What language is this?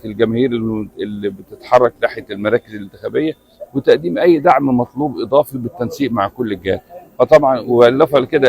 Egyptian Arabic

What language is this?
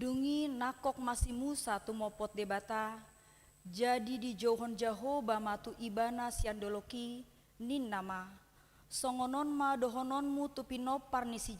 Batak Toba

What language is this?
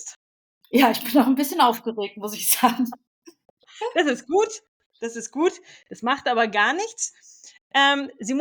German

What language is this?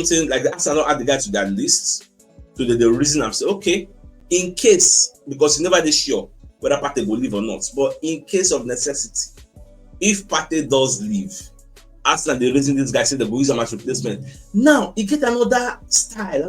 Nigerian Pidgin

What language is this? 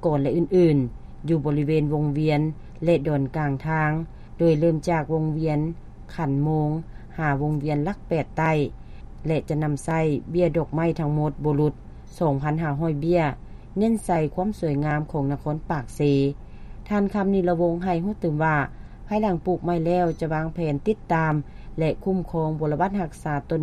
Lao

